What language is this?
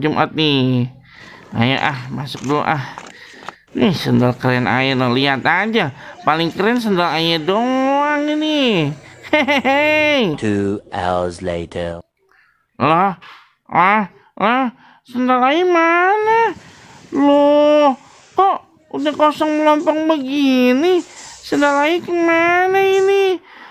Betawi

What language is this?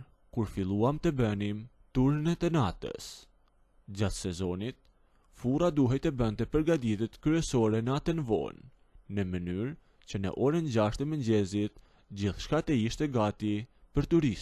Albanian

